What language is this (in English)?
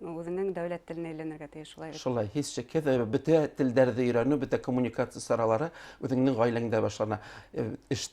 Bashkir